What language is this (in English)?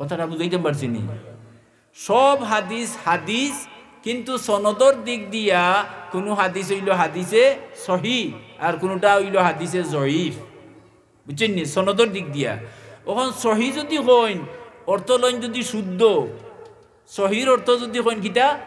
Sylheti